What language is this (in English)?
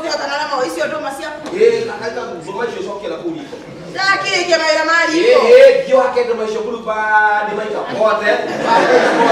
Kikuyu